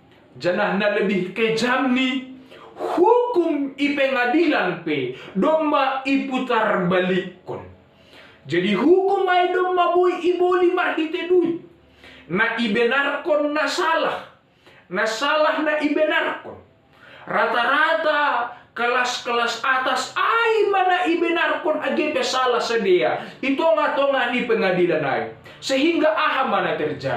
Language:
Batak Simalungun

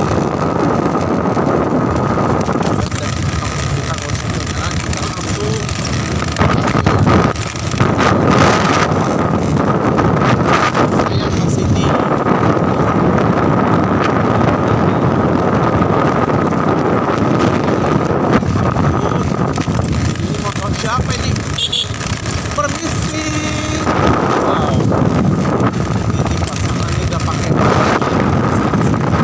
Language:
Indonesian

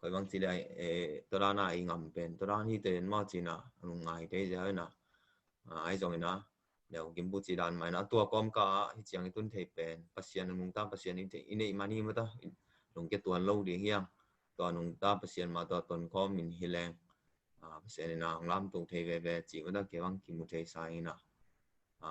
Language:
Tedim Chin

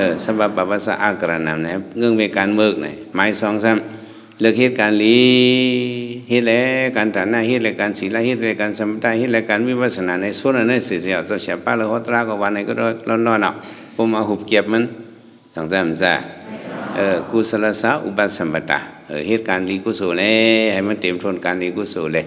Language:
Shan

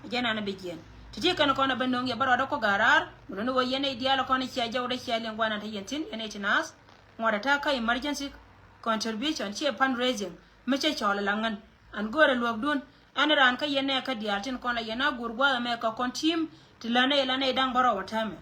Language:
Nuer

